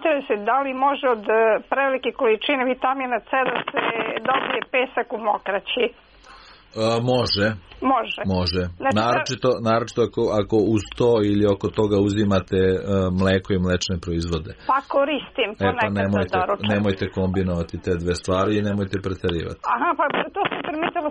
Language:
Serbian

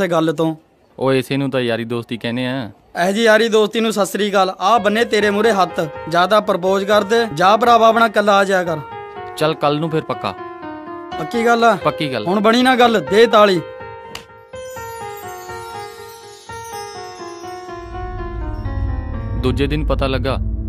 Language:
Punjabi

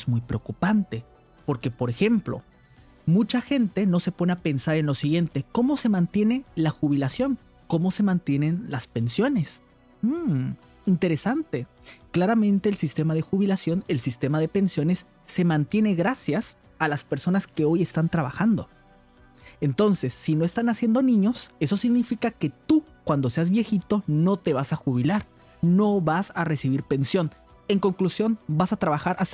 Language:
Spanish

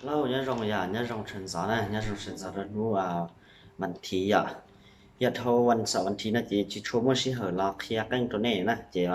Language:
Hmong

